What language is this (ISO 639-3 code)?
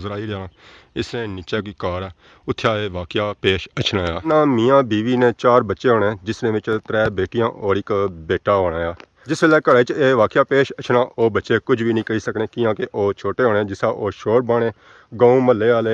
phr